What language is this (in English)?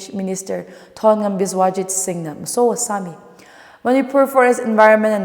Tangkhul Naga (India)